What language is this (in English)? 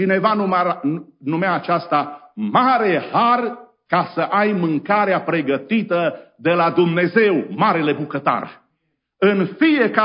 Romanian